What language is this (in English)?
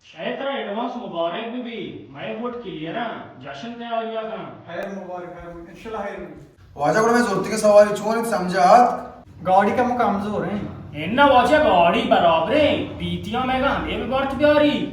Baluchi